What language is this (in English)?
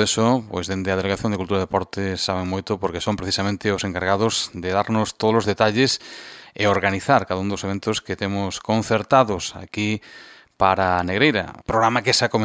Galician